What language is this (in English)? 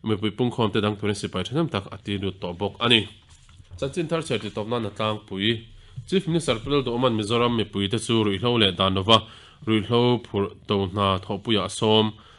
Mizo